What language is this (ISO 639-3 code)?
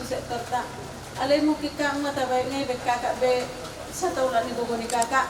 bbc